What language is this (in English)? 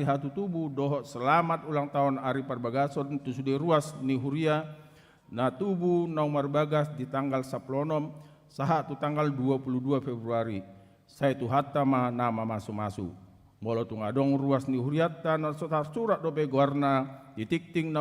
Batak Toba